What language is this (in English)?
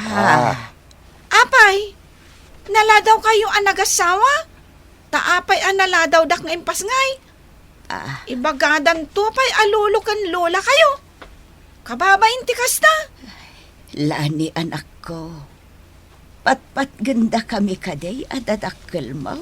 Iloko